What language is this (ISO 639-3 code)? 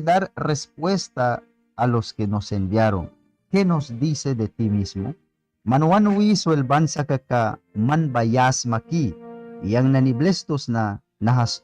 miq